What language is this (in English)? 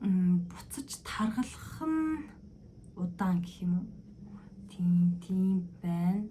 Mongolian